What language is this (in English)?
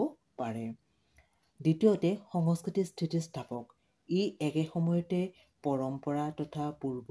Assamese